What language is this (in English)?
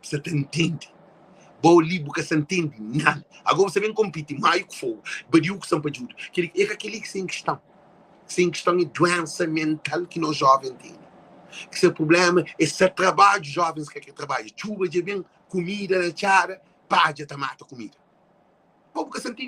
Kabuverdianu